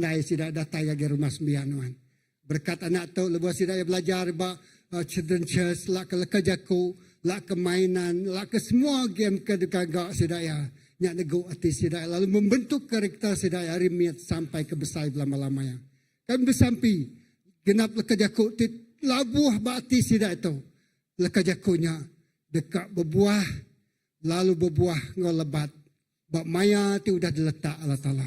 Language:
Iban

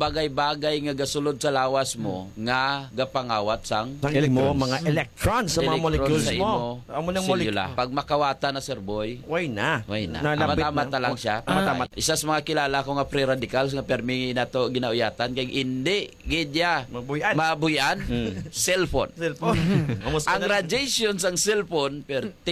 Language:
Hiligaynon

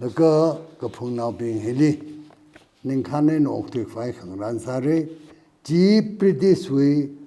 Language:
Tangkhul Naga (India)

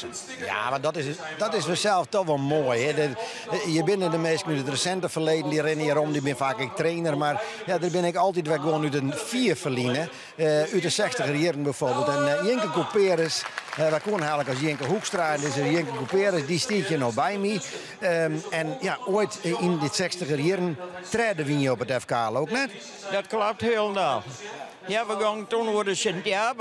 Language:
Western Frisian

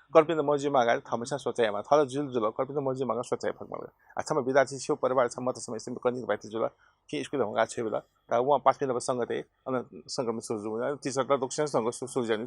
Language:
Newari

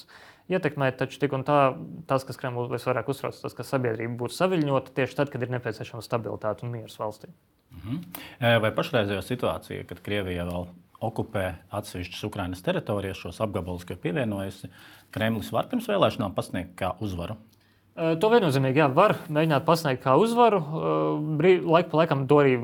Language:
Latvian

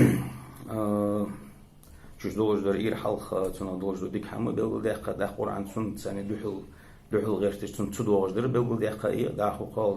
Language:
Ingush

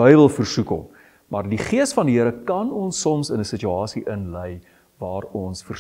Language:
Afrikaans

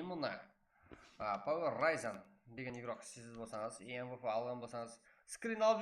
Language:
Kara-Kalpak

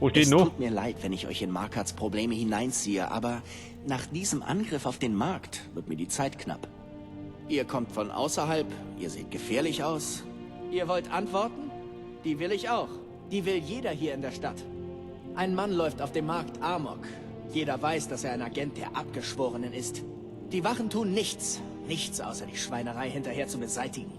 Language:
Bavarian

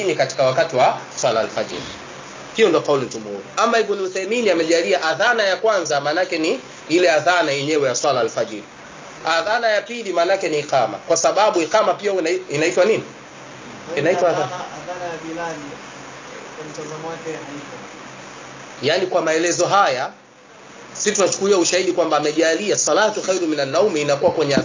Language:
Swahili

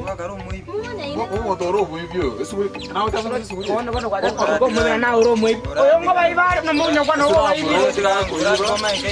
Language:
Gusii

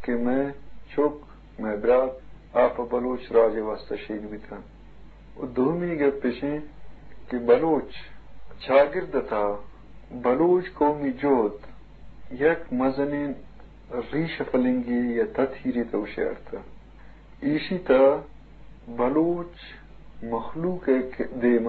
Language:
Eastern Balochi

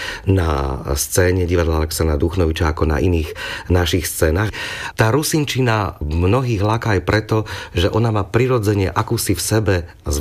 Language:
Slovak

